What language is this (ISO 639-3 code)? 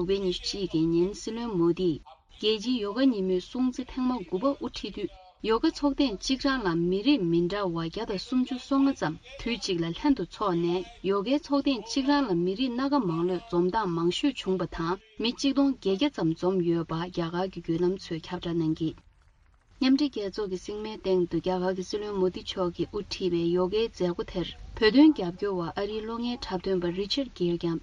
bod